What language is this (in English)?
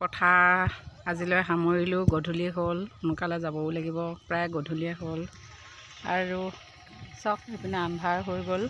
Assamese